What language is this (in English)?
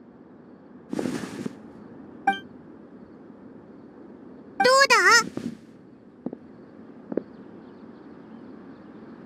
Japanese